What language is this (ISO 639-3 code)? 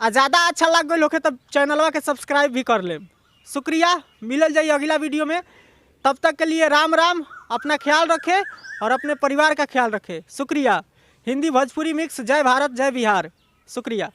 bho